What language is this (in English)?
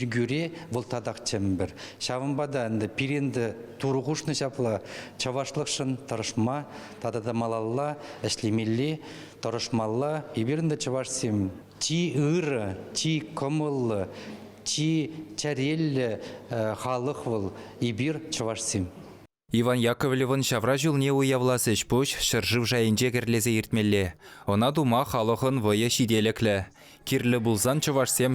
Chuvash